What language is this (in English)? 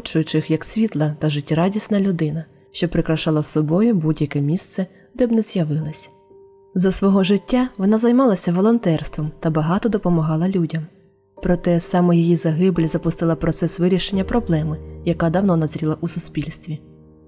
Ukrainian